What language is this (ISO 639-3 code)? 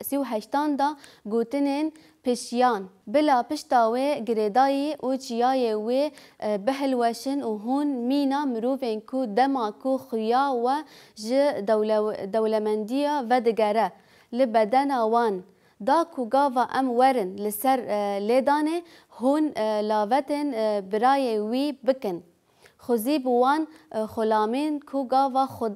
kur